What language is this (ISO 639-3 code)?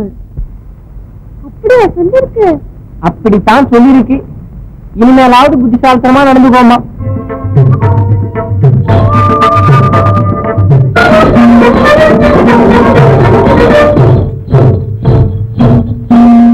tam